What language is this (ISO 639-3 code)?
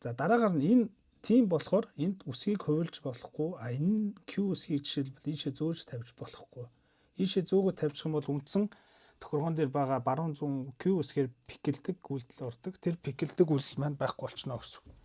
mon